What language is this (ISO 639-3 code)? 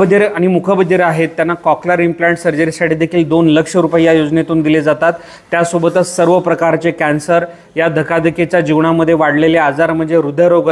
mar